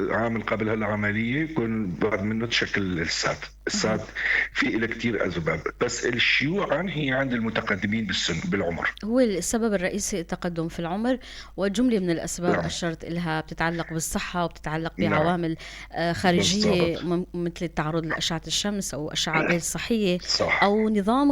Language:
North Levantine Arabic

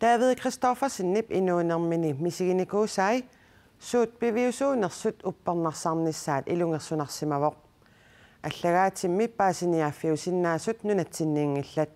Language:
Kalaallisut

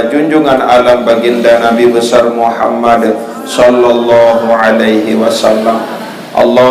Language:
Sasak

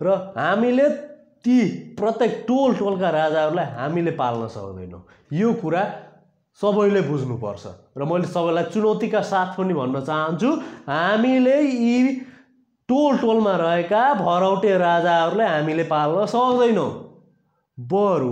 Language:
Nepali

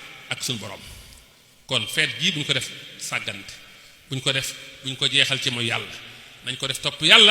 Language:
Wolof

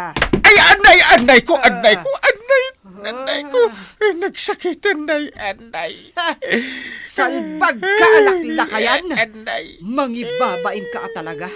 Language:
Iloko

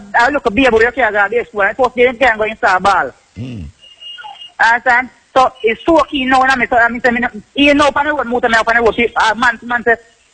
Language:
Jamaican Creole English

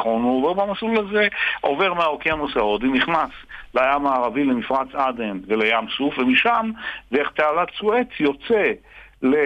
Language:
Hebrew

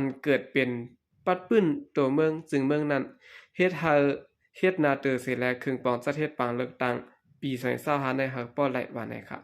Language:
Shan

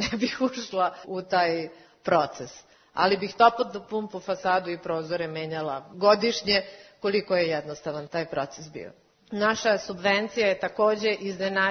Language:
Serbian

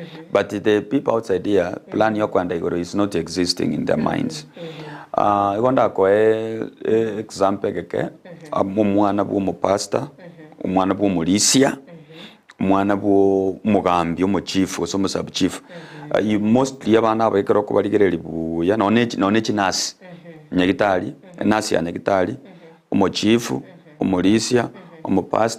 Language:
Gusii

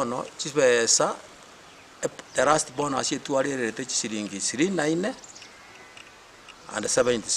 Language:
Gusii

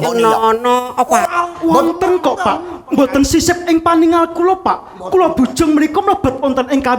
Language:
Javanese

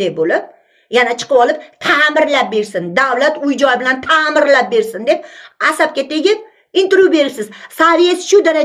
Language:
Uzbek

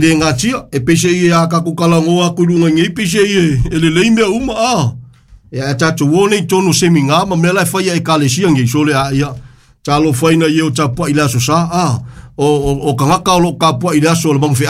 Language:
Samoan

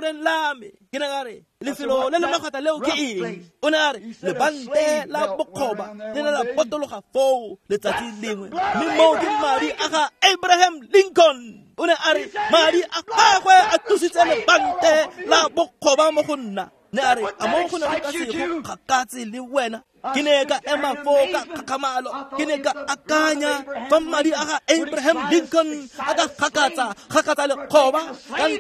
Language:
Tswana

